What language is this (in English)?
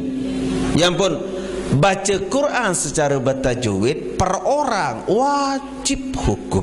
Sasak